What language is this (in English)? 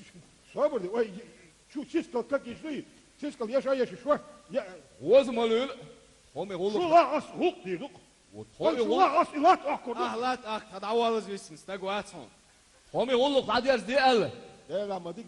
Chechen